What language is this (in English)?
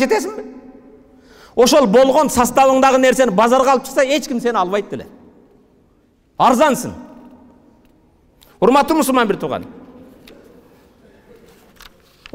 Kyrgyz